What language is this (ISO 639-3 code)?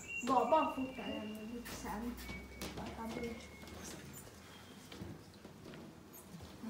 swe